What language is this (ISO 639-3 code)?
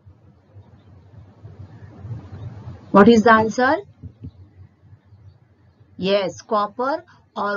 mar